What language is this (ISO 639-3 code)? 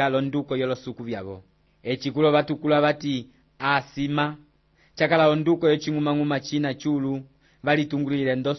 umb